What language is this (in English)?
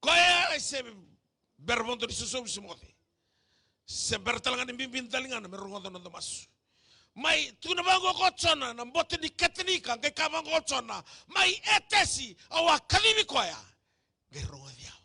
Fijian